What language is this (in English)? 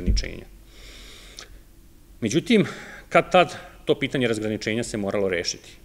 Serbian